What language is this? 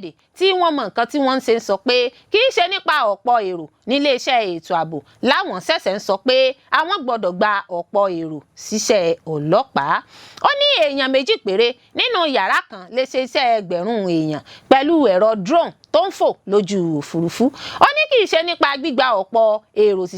Yoruba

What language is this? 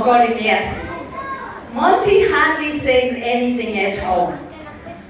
Tongan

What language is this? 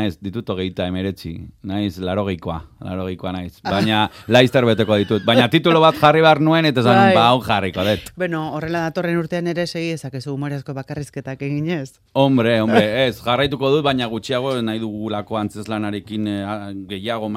Basque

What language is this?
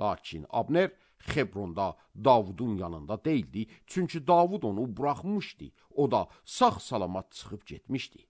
Azerbaijani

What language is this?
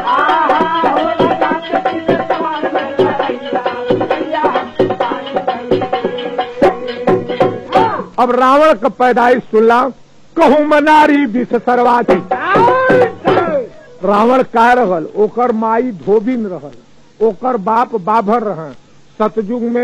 Bhojpuri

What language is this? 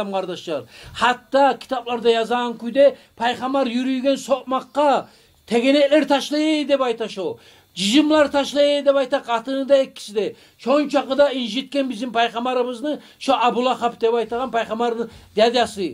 Kumyk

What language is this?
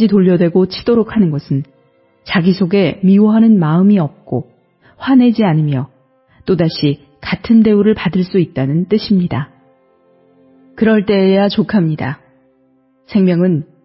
Korean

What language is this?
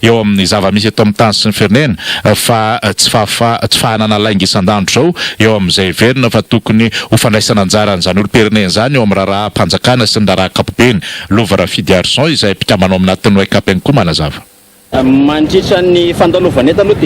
Malagasy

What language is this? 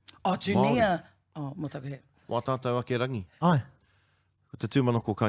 Māori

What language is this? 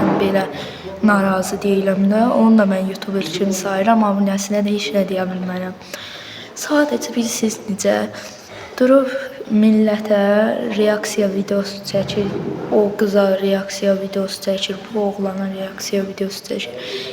Azerbaijani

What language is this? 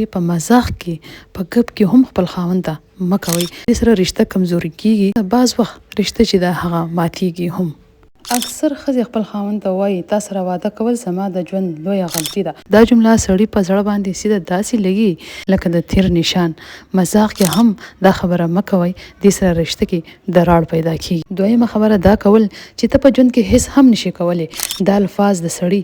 Pashto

